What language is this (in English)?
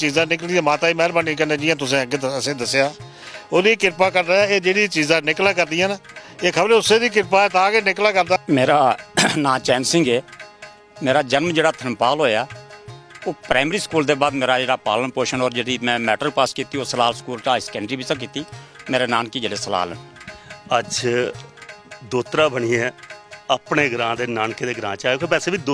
Dogri